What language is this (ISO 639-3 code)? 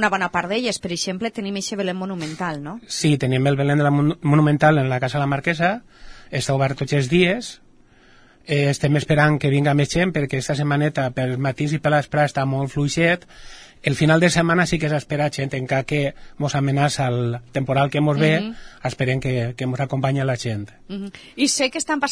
cat